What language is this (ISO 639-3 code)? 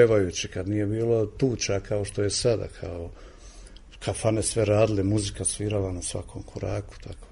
srp